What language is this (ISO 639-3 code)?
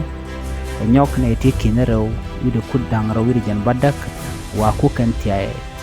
nus